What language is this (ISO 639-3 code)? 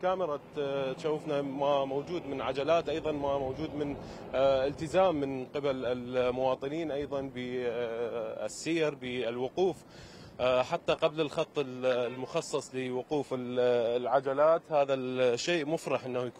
acm